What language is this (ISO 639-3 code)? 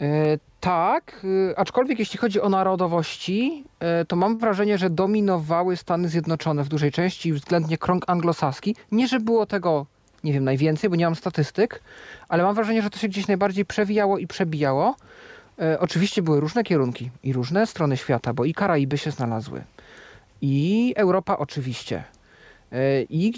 pol